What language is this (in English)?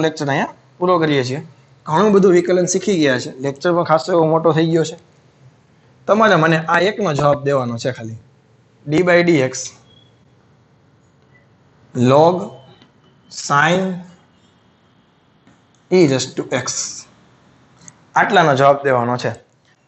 Gujarati